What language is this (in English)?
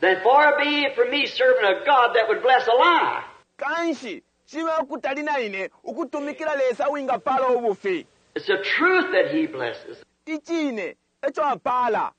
Bemba